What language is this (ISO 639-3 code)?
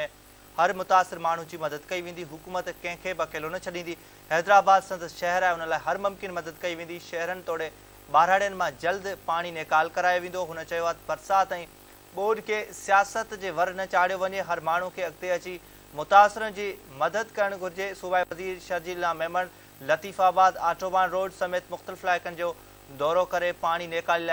snd